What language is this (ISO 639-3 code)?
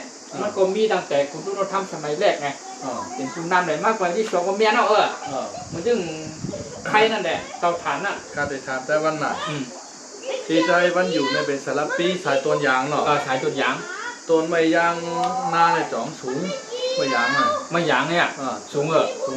shn